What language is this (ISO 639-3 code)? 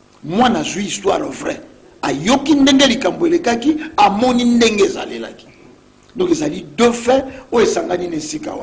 lin